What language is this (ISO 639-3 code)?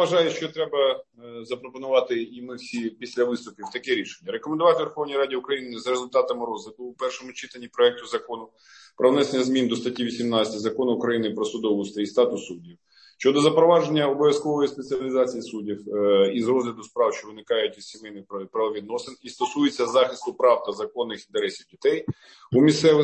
ukr